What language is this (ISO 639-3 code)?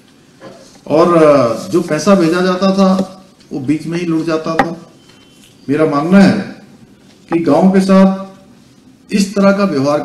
hin